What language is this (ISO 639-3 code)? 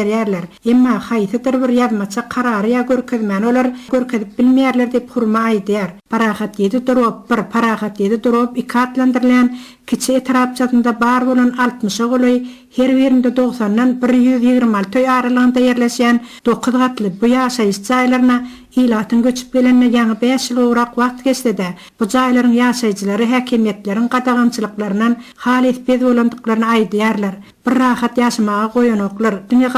tuk